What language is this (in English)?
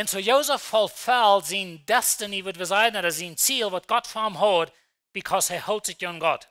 Plautdietsch